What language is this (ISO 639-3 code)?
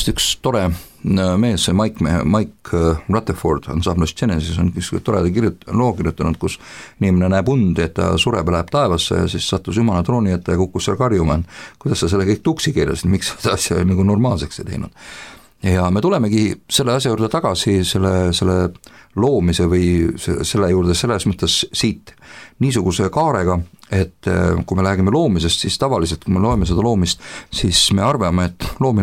est